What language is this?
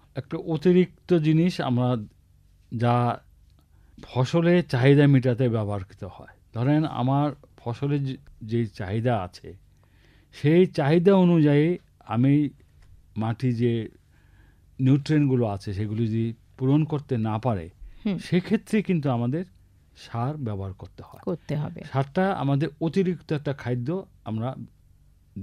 Bangla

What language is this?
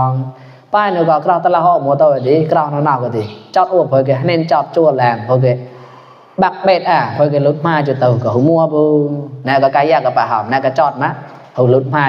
Mon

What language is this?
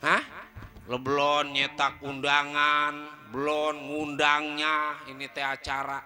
Betawi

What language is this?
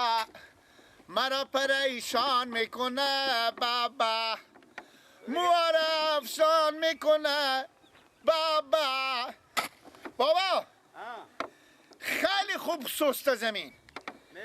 Persian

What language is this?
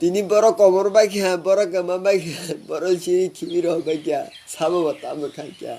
Kok Borok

